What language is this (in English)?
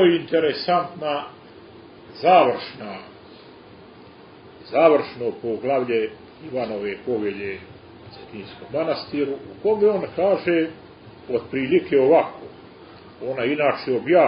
Serbian